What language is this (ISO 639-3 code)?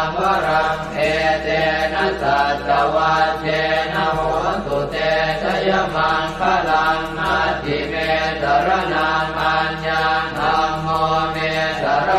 pli